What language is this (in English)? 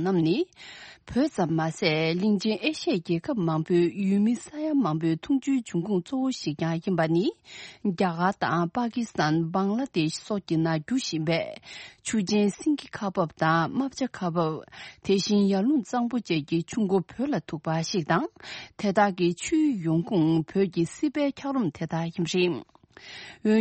Tibetan